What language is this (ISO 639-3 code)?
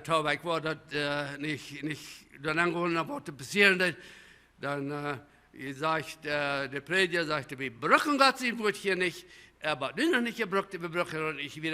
pdt